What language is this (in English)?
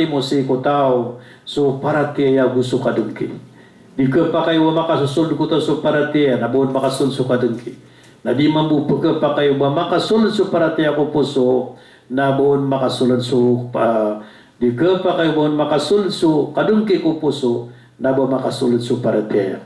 Maranao